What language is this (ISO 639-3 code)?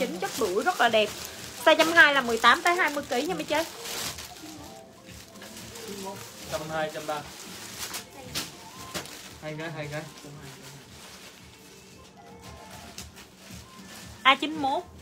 vie